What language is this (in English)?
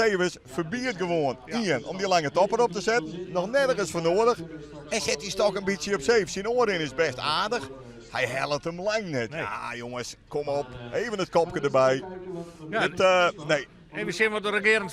Western Frisian